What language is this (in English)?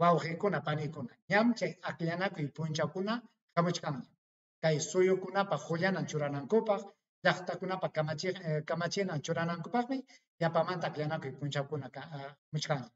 Ayacucho Quechua